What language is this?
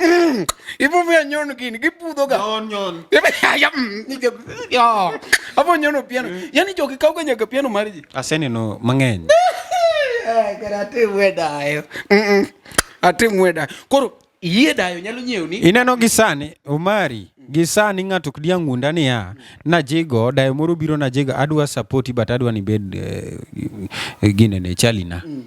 Luo (Kenya and Tanzania)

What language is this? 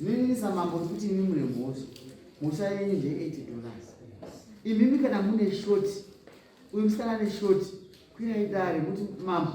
Shona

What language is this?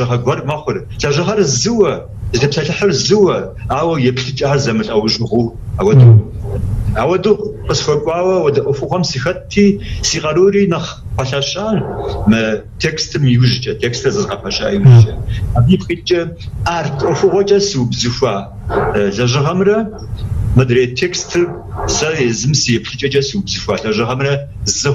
Kabardian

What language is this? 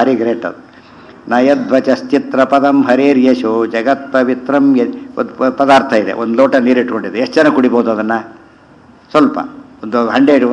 Kannada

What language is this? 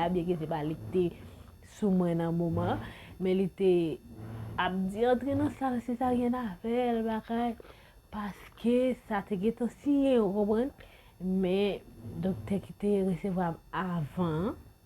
Haitian Creole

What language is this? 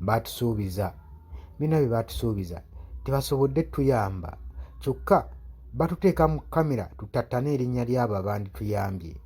Ganda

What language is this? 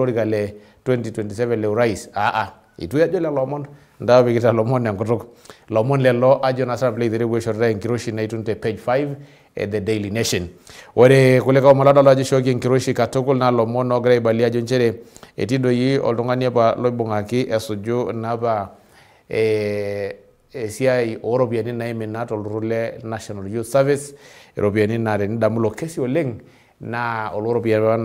Masai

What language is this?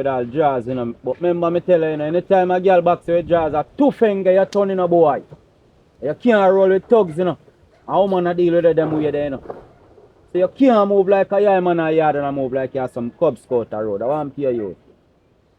Jamaican Creole English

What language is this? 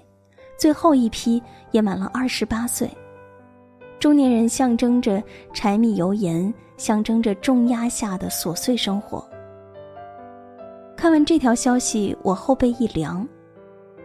Chinese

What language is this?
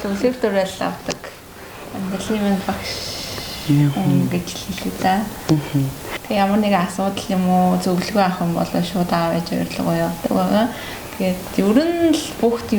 Mongolian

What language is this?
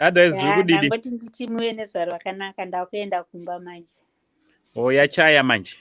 Shona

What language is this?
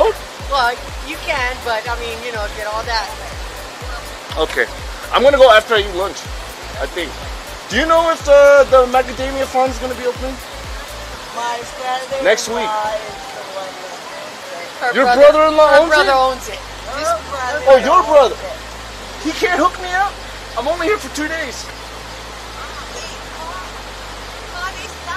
English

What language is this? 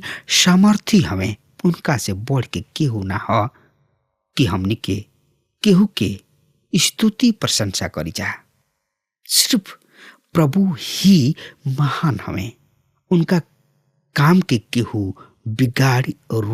Bhojpuri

